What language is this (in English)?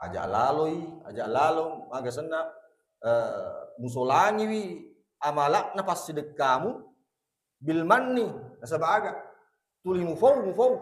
Buginese